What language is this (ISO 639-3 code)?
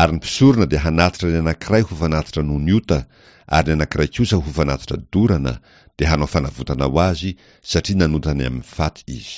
mlg